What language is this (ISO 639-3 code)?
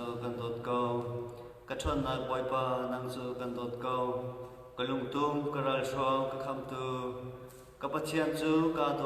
cnh